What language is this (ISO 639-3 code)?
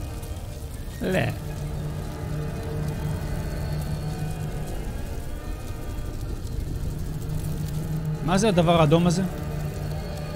heb